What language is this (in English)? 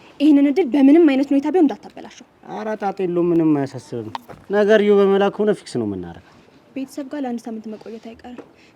Amharic